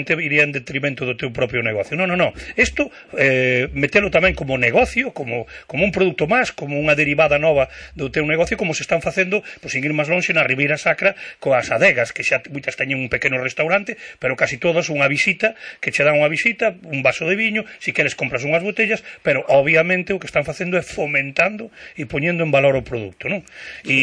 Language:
Galician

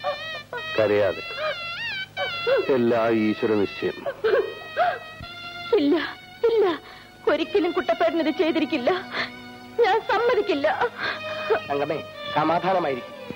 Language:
Malayalam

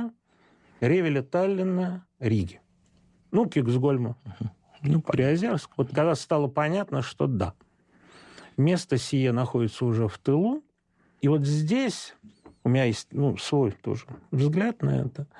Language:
Russian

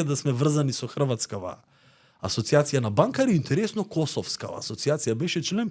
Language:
Macedonian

